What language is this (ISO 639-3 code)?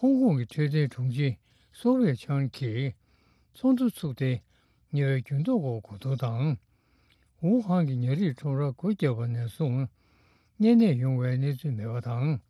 bod